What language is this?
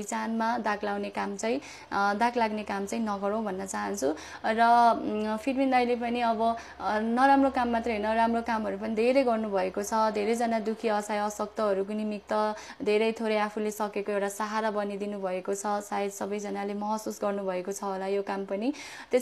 Nepali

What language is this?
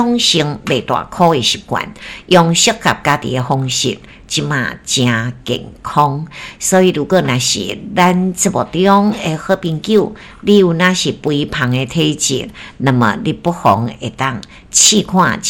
Min Nan Chinese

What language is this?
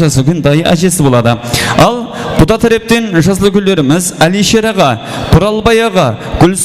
Kara-Kalpak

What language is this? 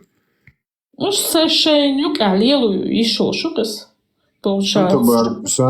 Chechen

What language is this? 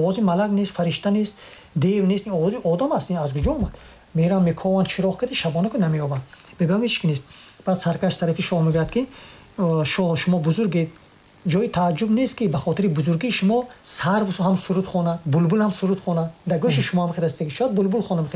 Tajik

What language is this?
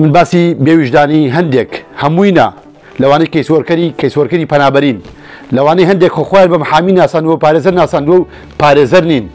Central Kurdish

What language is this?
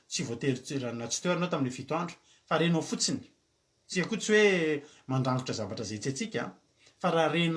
Malagasy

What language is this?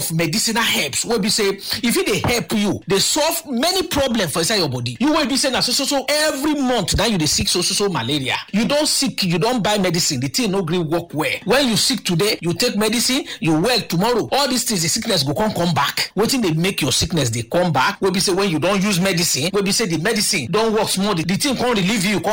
Nigerian Pidgin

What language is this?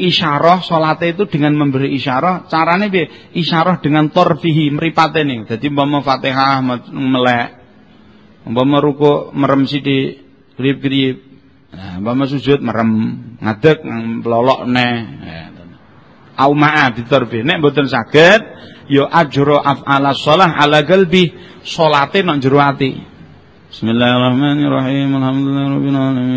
Javanese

